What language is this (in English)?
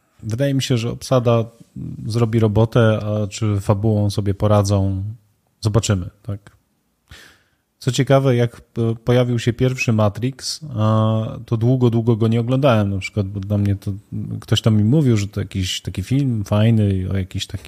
Polish